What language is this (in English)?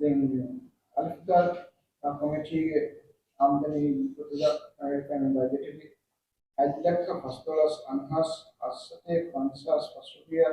Divehi